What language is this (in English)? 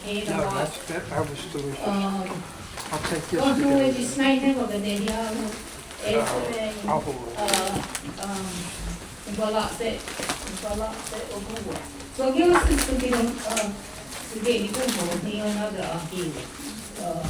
Mohawk